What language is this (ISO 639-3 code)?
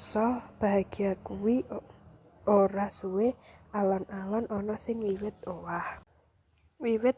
jav